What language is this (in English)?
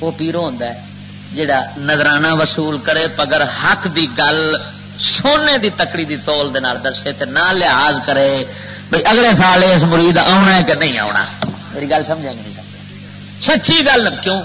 Western Panjabi